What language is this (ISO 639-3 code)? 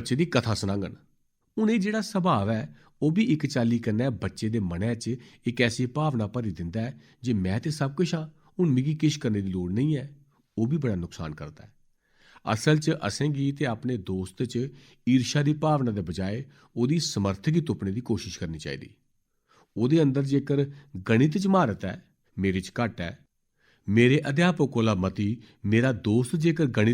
doi